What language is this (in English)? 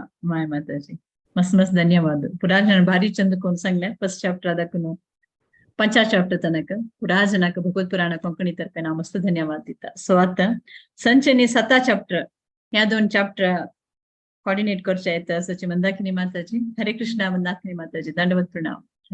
Konkani